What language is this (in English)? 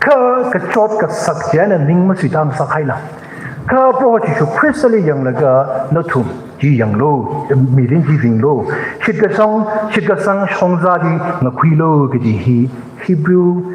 Tangkhul Naga (India)